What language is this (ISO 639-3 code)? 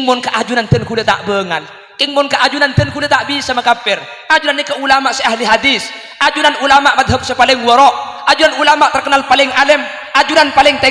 mad